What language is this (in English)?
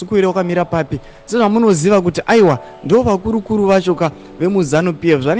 Shona